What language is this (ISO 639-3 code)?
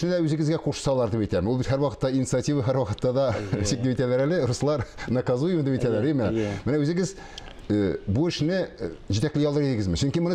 tat